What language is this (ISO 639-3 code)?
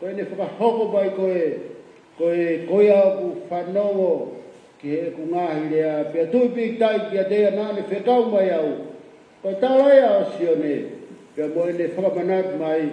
ton